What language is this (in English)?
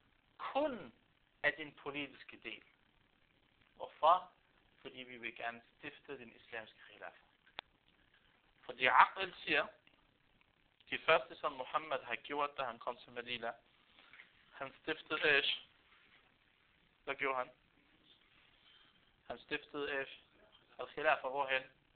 Danish